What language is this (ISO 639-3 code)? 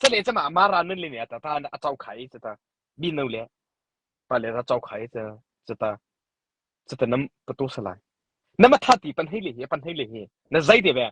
mrh